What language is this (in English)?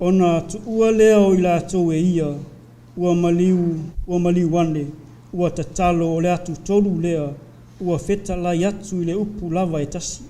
Samoan